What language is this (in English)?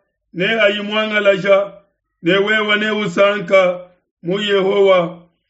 Luba-Lulua